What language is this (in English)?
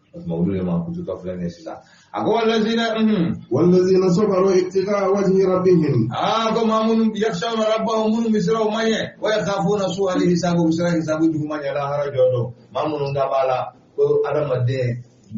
Bambara